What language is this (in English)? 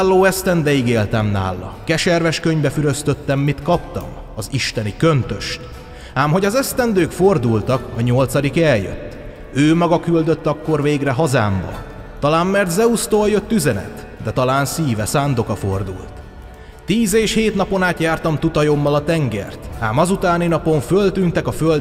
Hungarian